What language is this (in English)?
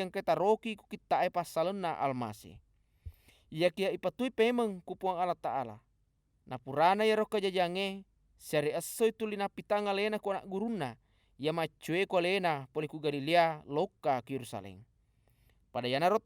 Buginese